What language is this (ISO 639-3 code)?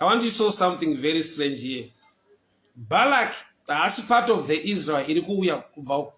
sna